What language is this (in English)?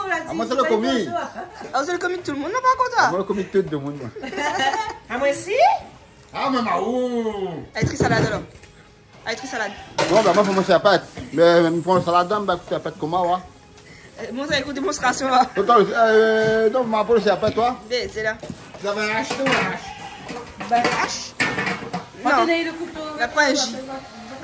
Réunion Creole French